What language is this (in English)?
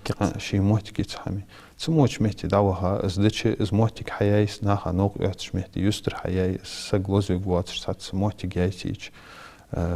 Ingush